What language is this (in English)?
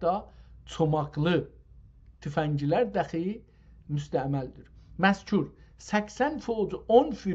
South Azerbaijani